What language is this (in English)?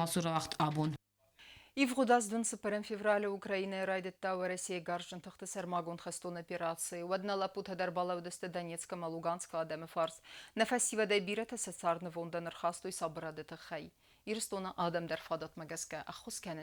Ossetic